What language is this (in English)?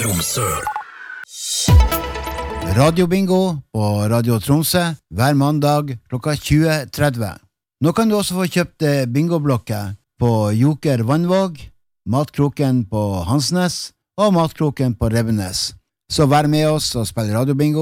Norwegian